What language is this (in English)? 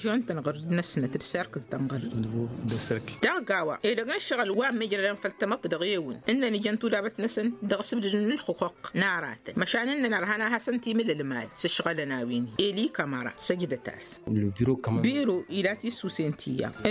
Tamasheq